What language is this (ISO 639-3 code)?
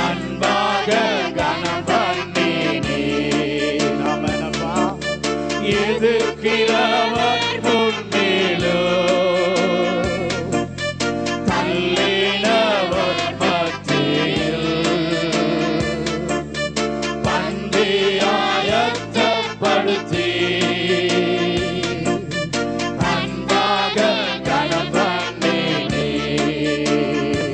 tam